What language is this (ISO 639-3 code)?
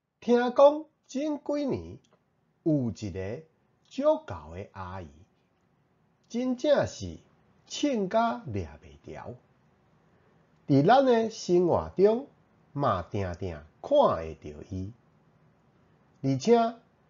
nan